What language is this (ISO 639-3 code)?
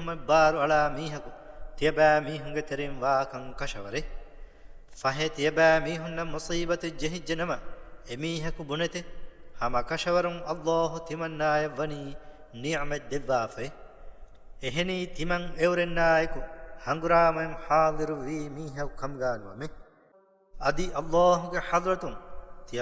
div